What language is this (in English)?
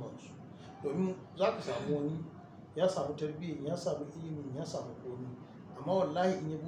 Hausa